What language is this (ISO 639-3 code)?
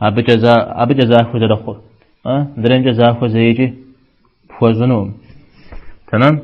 kbd